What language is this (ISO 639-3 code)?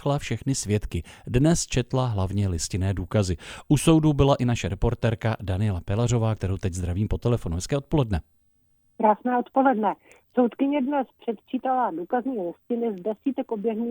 ces